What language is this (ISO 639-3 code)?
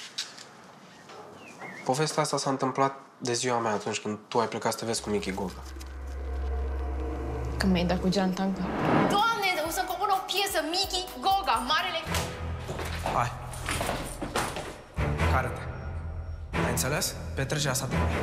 ron